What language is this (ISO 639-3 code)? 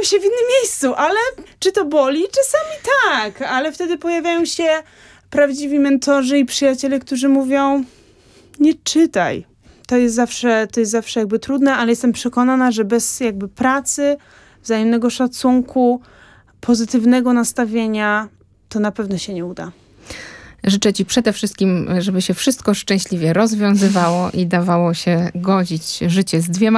pol